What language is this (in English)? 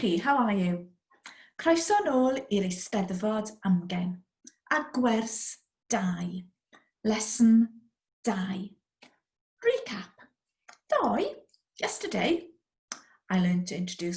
Welsh